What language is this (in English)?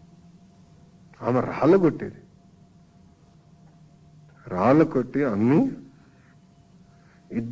Telugu